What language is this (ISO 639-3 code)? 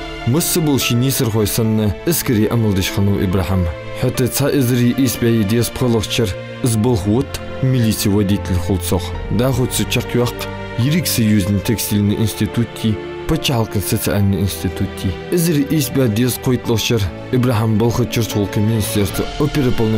inh